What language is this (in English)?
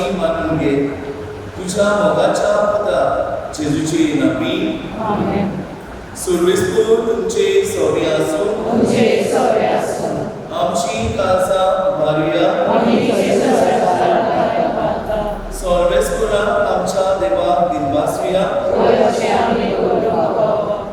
Konkani